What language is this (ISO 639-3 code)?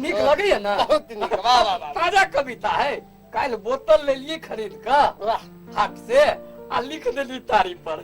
mai